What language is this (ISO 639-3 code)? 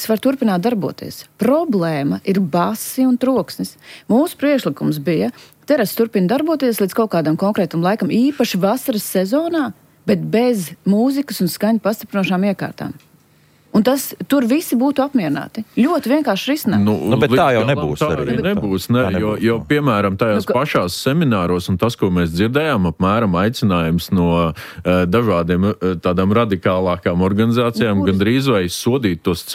lav